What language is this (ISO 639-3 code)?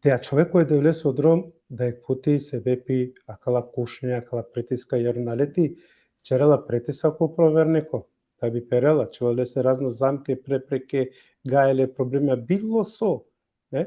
rmn